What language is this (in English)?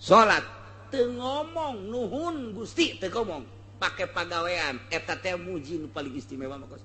Sundanese